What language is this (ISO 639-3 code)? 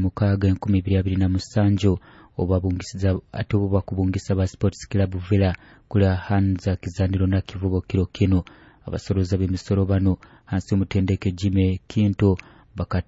nyo